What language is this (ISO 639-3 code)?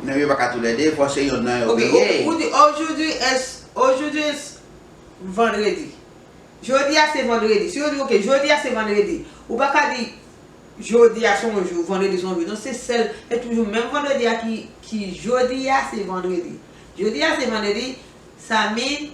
hat